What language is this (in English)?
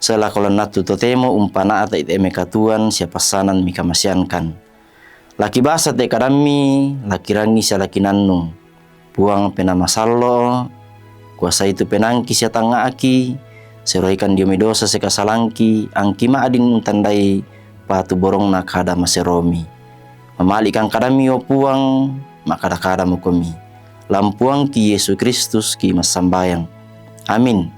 Toraja-Sa'dan